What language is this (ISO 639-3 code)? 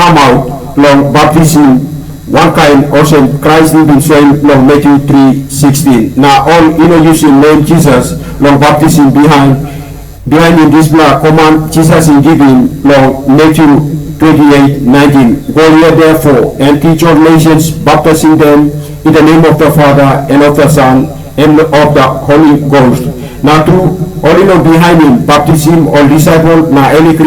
tpi